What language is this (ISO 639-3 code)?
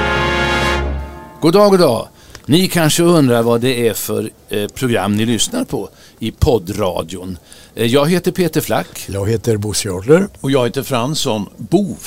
swe